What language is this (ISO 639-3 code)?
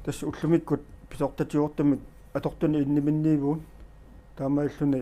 kal